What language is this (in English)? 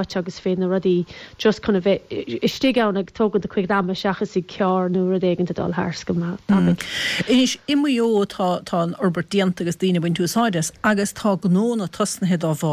Irish